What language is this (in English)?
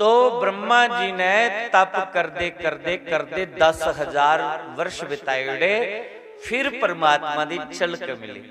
Dogri